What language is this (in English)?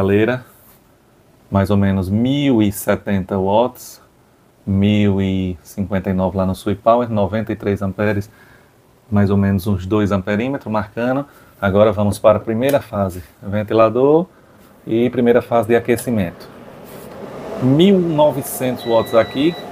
Portuguese